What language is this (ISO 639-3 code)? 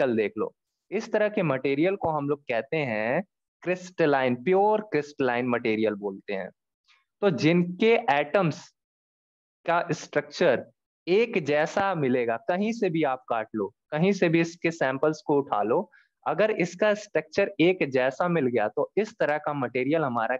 hin